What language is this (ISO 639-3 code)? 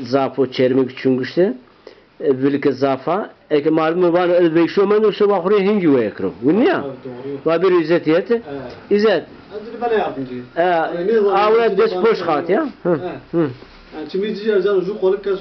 zza